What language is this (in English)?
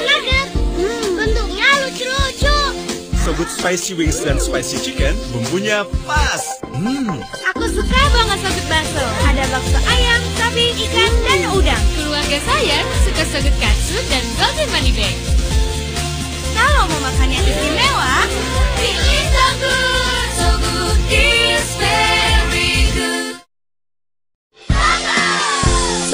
Indonesian